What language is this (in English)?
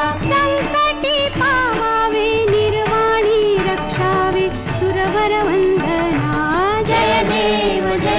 Marathi